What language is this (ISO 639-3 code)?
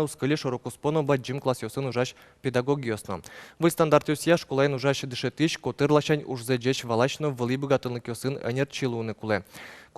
udm